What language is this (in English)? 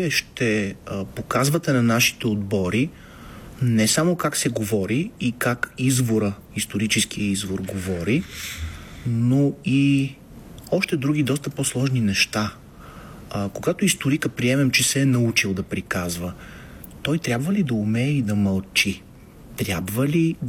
Bulgarian